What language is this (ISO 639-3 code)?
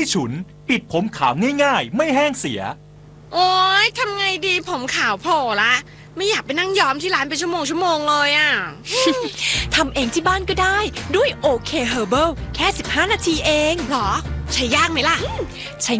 tha